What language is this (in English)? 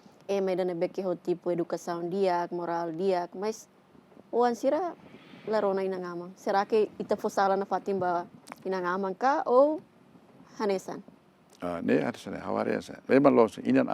Tetum